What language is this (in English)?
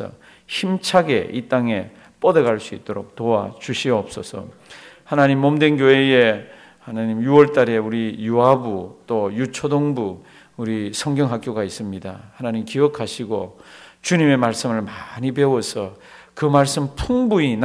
Korean